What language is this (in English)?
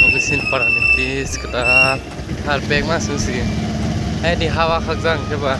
Kok Borok